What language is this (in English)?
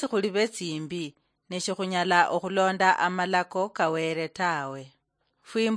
Luyia